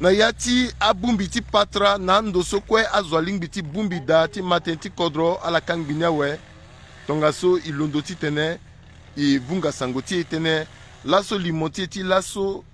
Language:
Sango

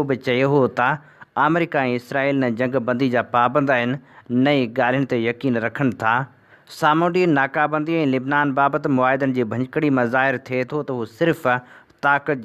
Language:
Sindhi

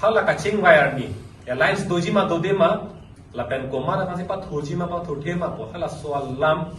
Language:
Karbi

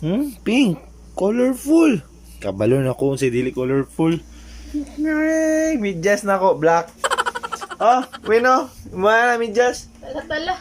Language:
Cebuano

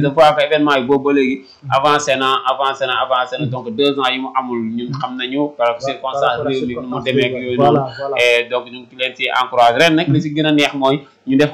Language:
Wolof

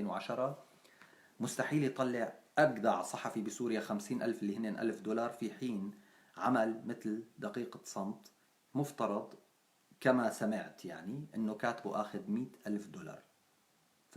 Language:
North Levantine Arabic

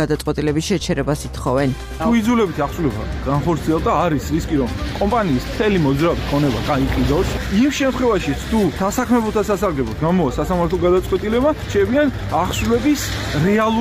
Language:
Georgian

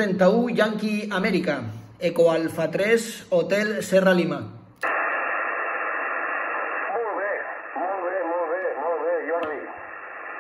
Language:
Catalan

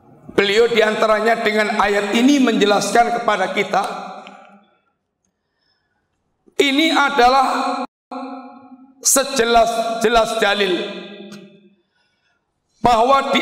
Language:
Indonesian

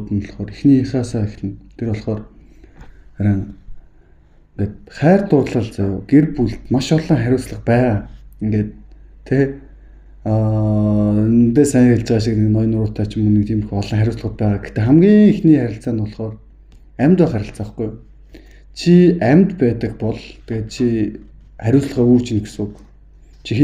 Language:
Mongolian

